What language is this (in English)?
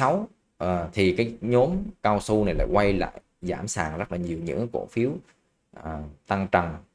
Vietnamese